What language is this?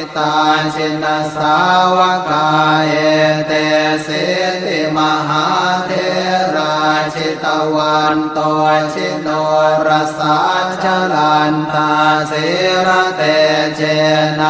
Pali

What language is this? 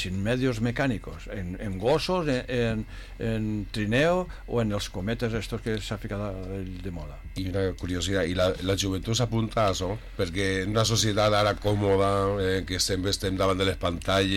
Catalan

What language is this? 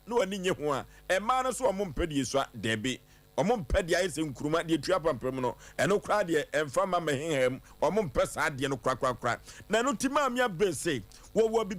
Akan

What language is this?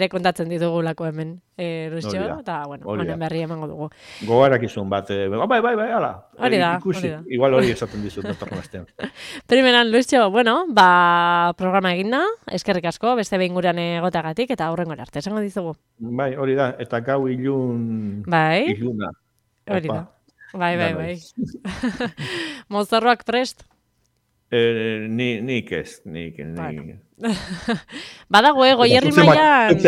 Basque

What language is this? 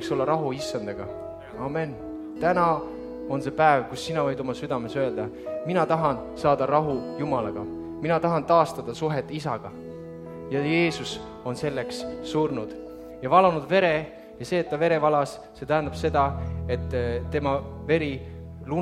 Estonian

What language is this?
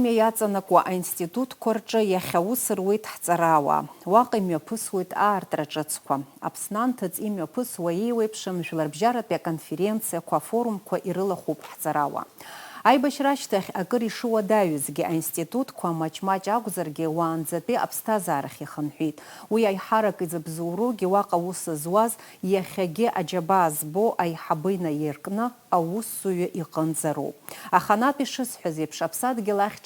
Abkhazian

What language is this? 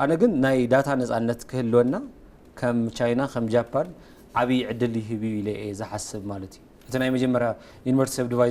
Tigrinya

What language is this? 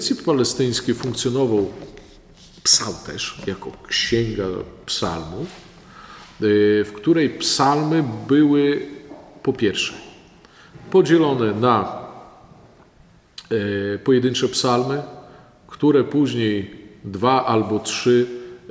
Polish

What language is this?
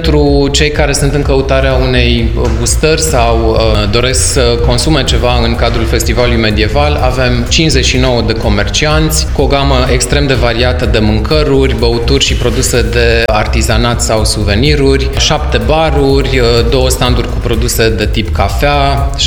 Romanian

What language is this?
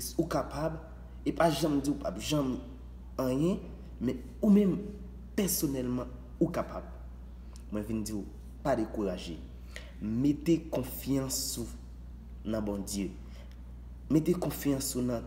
Haitian Creole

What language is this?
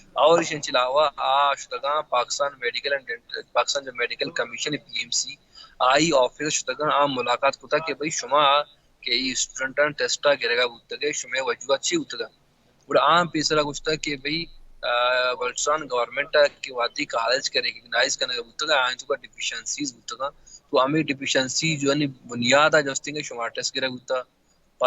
Baluchi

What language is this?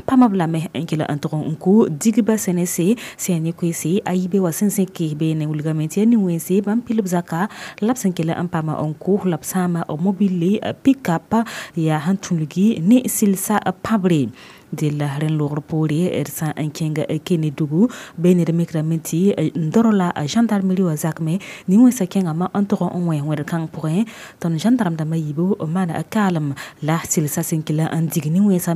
Mossi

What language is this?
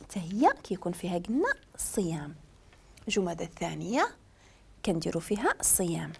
Moroccan Arabic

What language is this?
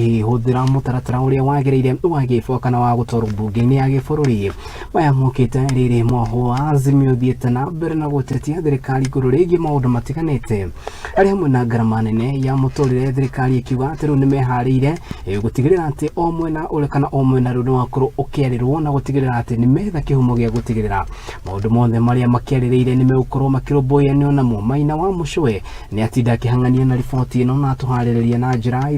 Kikuyu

